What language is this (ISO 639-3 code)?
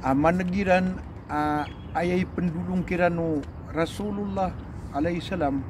mrw